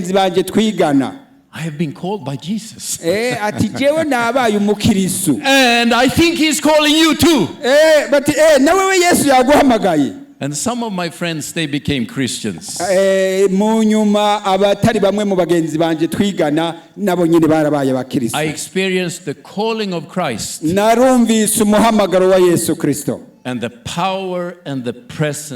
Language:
Rundi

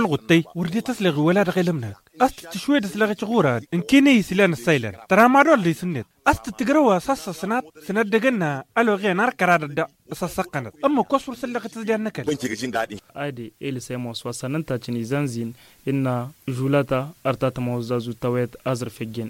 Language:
Tamasheq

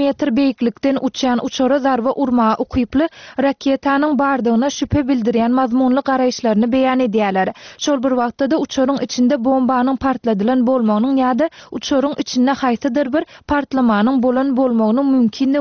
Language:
Turkmen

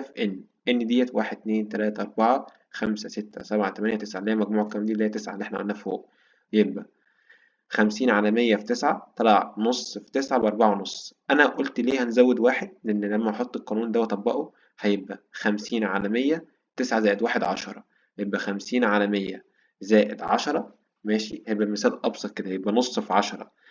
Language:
Egyptian Arabic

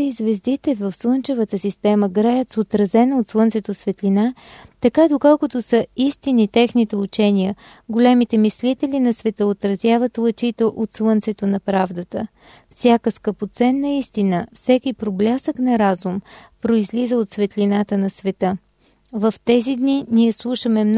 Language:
Bulgarian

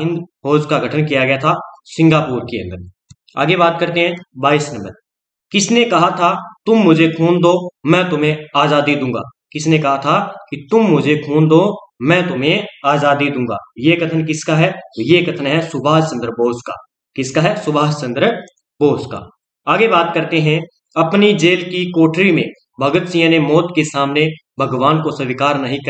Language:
Hindi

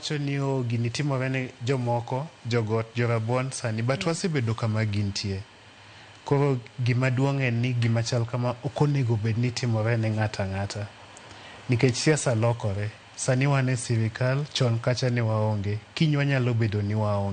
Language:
Luo (Kenya and Tanzania)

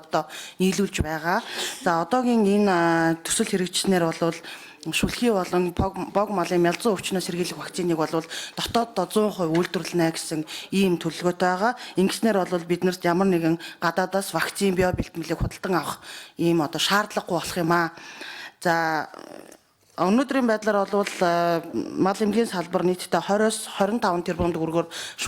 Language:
Mongolian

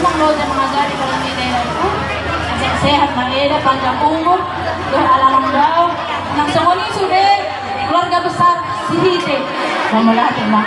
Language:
Batak Toba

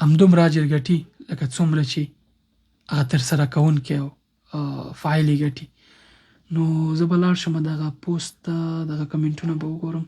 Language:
Pashto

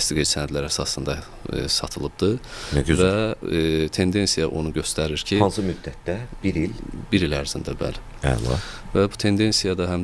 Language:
Azerbaijani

